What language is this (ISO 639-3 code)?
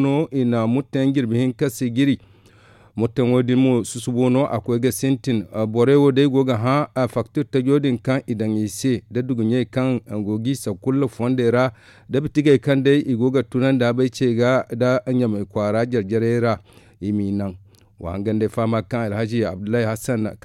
dje